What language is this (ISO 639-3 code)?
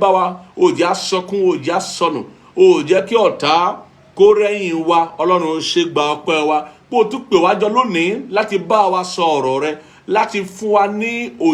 yor